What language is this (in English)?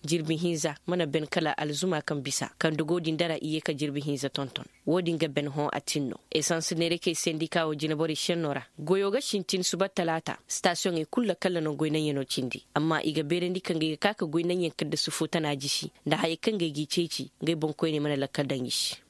Koyraboro Senni